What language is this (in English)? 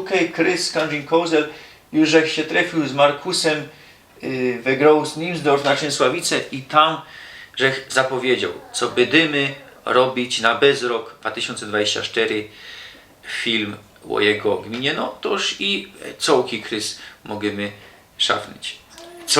Silesian